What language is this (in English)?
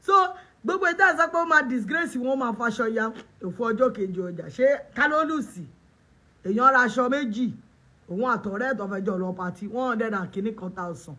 Yoruba